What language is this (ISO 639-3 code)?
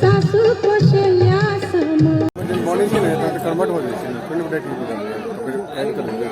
mai